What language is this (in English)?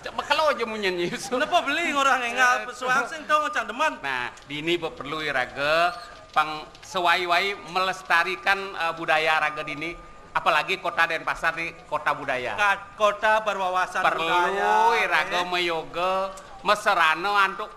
Balinese